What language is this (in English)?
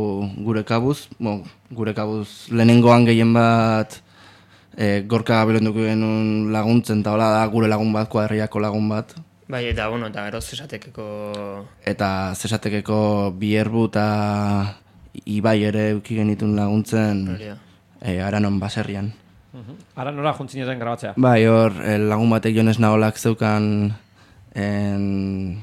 Basque